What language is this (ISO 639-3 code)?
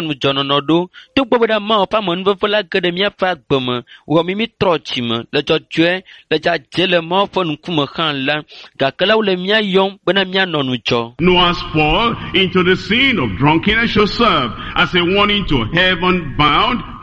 ewe